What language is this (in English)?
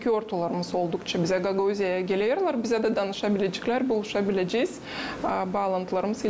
Gagauz